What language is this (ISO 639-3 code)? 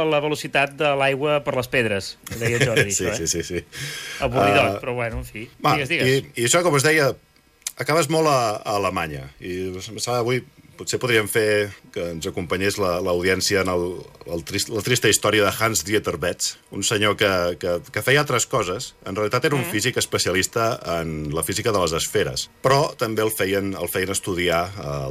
cat